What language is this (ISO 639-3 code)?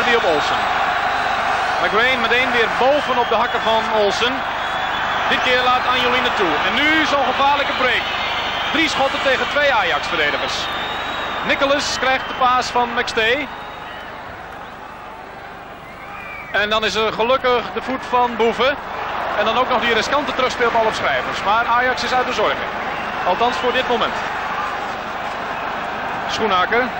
nld